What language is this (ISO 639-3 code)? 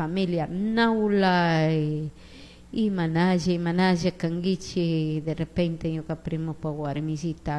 qug